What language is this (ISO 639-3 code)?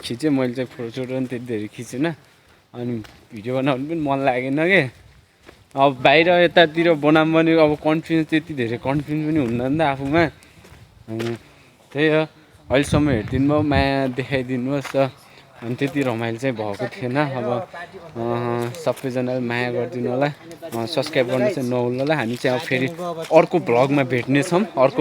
nep